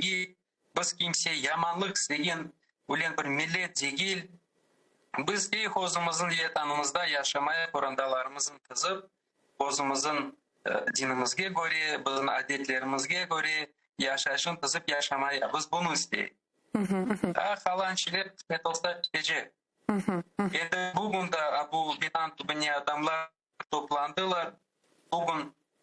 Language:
Crimean Tatar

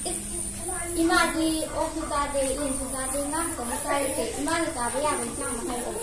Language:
Manipuri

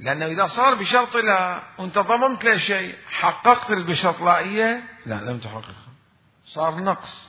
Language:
Mesopotamian Arabic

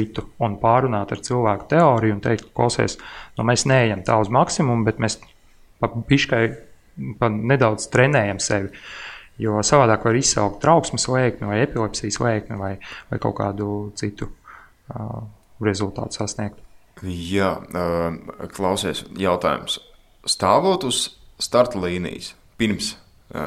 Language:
Latvian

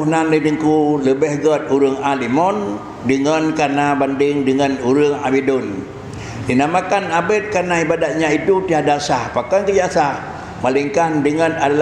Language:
Achinese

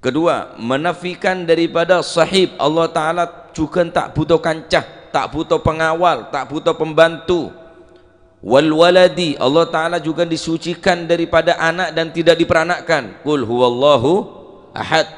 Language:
Madurese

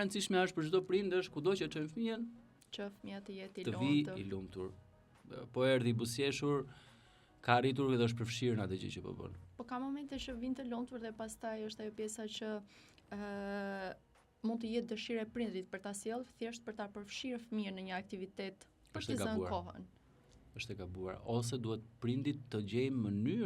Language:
Albanian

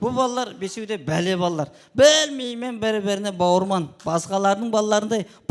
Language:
Kara-Kalpak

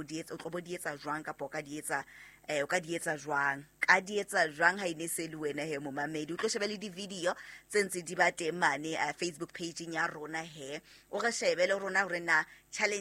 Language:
Southern Sotho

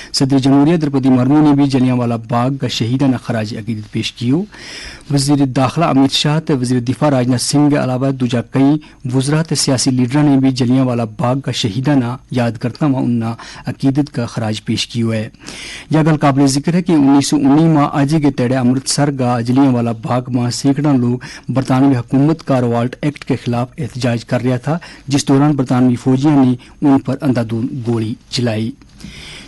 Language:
Gujari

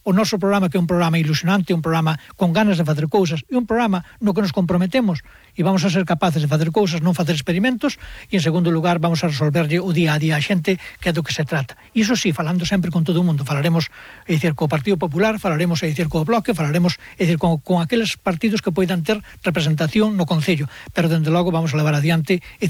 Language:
Galician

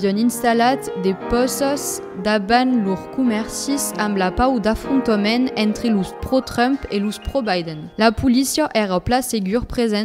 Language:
Occitan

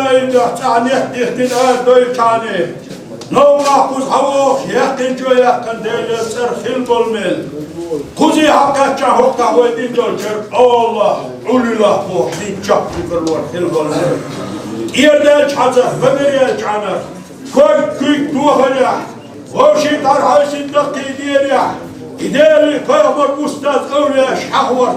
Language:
Chechen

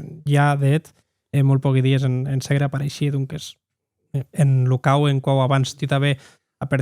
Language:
Occitan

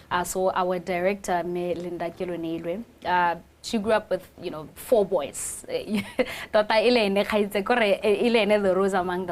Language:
Tswana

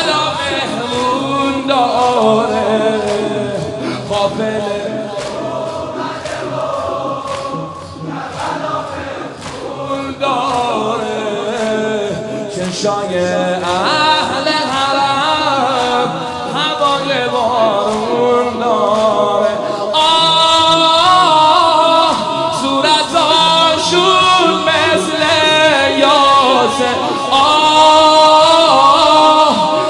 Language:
Persian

